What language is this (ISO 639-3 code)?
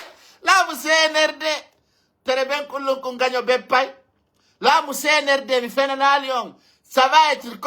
fuf